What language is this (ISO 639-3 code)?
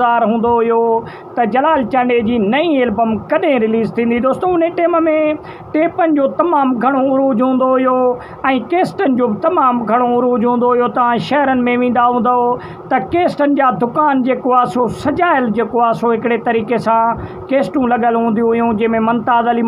snd